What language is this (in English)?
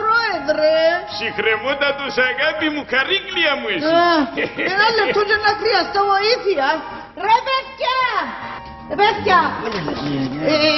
Greek